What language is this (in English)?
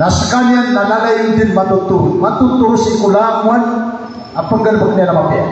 Maranao